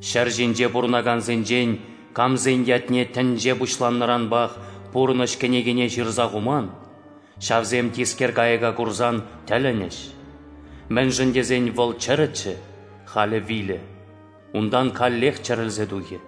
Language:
Chuvash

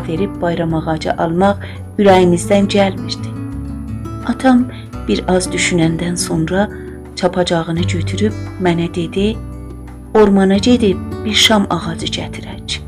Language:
South Azerbaijani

